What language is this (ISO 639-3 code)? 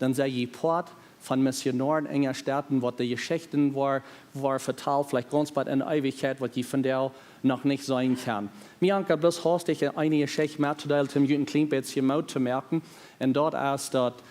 pdt